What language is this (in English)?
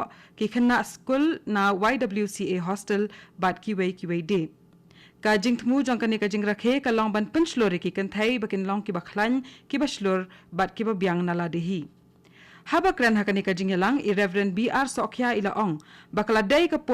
Khasi